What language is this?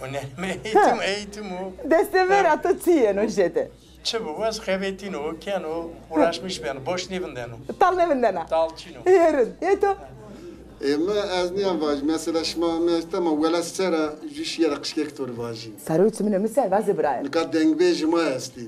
Zaza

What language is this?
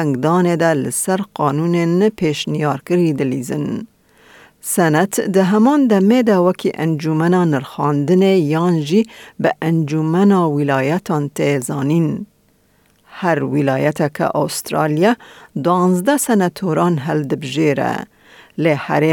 Kurdish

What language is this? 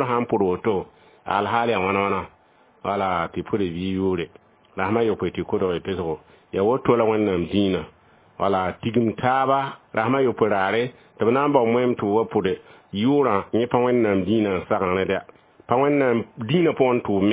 Mossi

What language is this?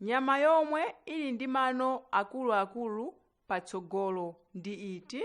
Nyanja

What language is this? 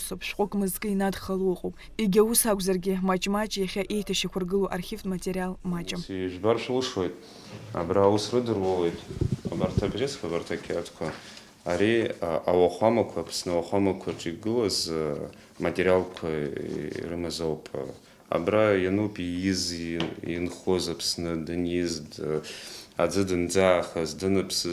Abkhazian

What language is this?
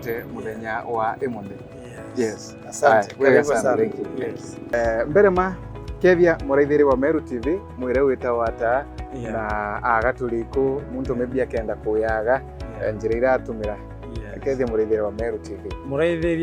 Meru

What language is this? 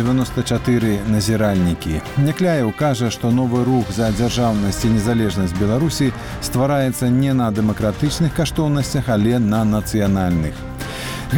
Belarusian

